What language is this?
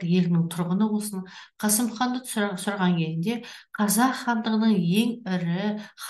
Kazakh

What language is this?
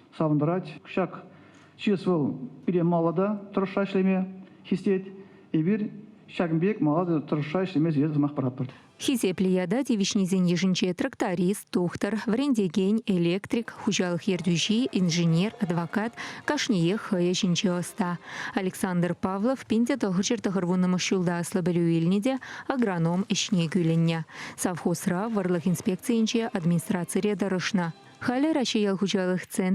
Chuvash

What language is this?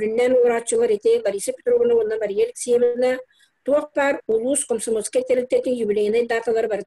Yakut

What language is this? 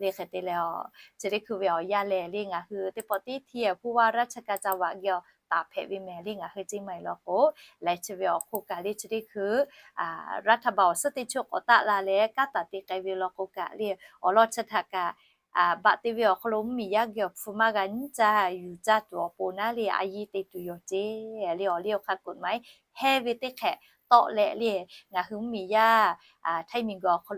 Lahu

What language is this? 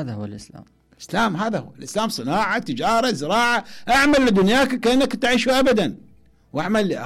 Mesopotamian Arabic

